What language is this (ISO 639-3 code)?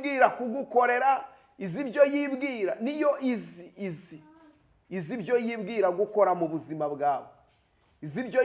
kin